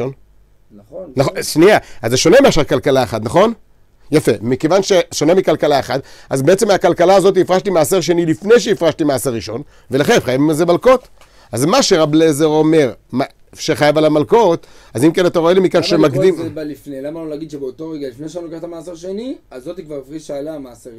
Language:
Hebrew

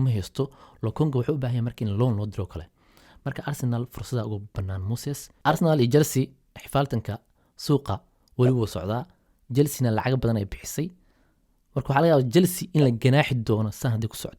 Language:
Somali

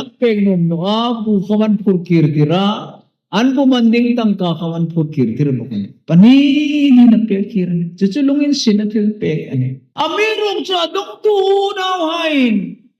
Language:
Hmar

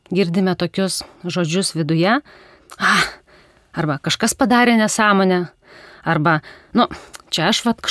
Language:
Lithuanian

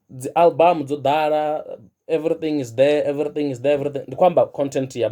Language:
Venda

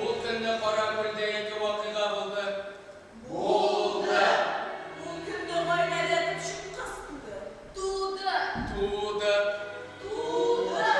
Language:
Tatar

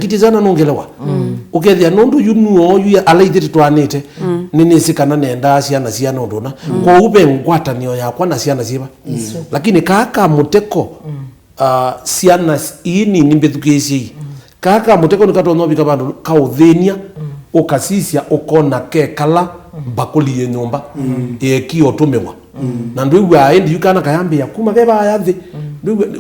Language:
Kamba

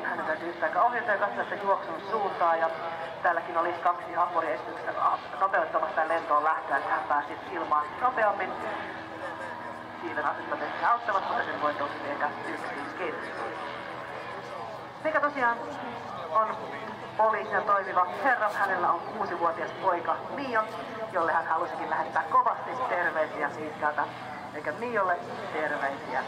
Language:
Finnish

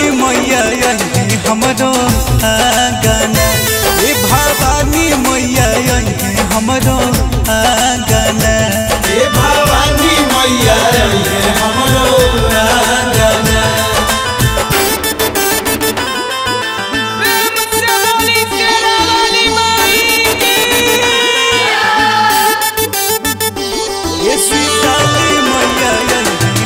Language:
Bhojpuri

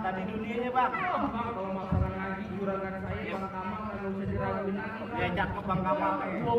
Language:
Betawi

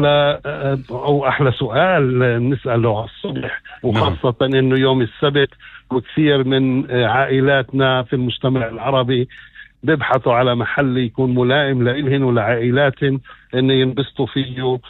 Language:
North Levantine Arabic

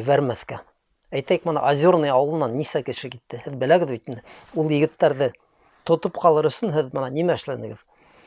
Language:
Bashkir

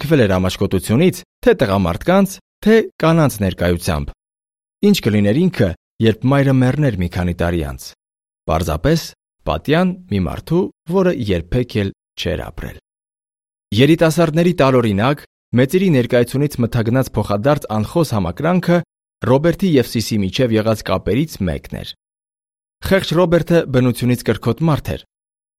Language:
Armenian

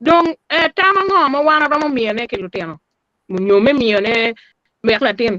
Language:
Acoli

